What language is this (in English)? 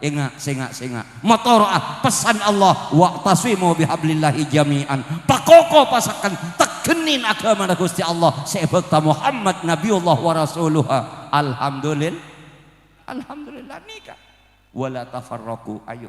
Madurese